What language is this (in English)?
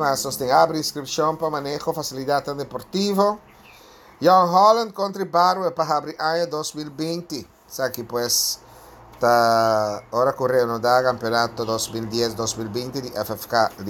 Papiamento